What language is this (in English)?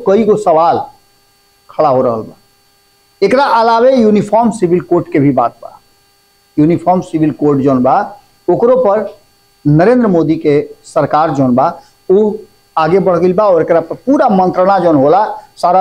Bhojpuri